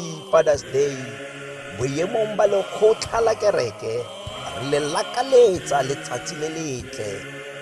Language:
Southern Sotho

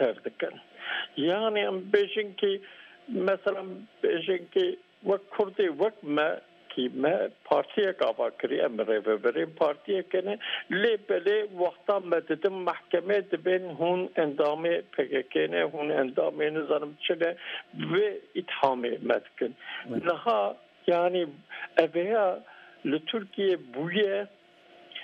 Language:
Kurdish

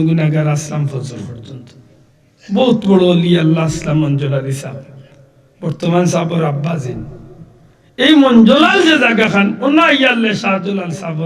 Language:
Sylheti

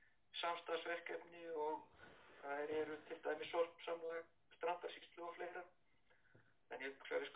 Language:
Icelandic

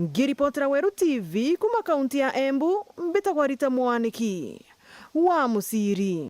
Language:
Meru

